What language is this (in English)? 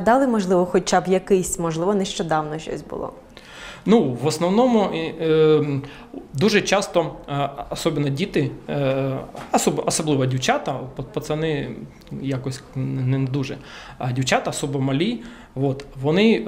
Ukrainian